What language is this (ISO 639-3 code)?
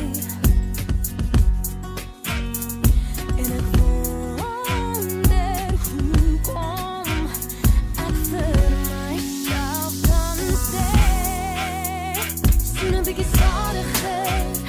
afr